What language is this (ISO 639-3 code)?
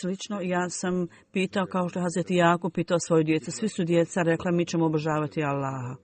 bos